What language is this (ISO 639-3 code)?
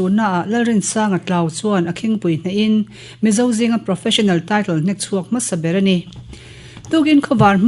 lus